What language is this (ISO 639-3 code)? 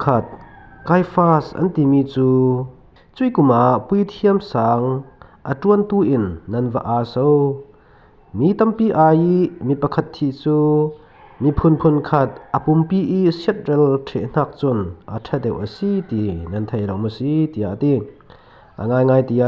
cfm